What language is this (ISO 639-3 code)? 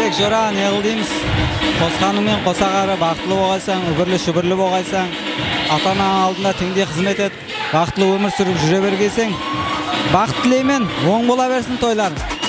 kaa